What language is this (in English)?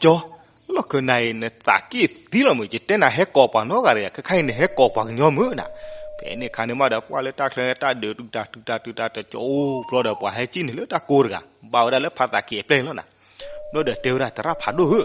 S'gaw Karen